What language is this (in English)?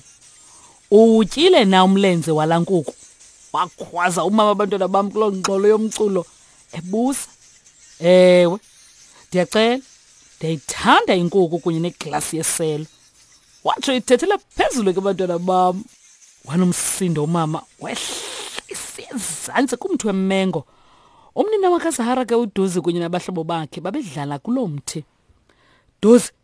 Xhosa